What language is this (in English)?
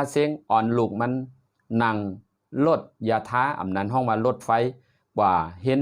Shan